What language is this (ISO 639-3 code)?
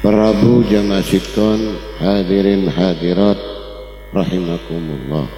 mad